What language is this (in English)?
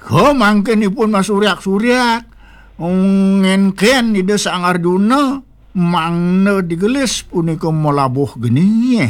Balinese